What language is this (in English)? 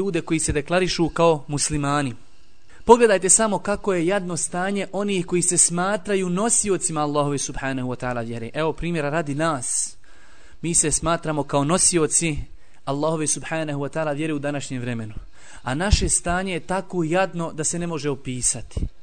Bosnian